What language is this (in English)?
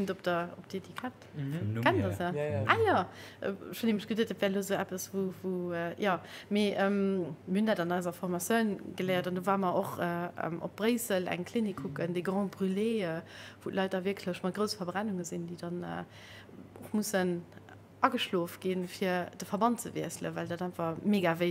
Luxembourgish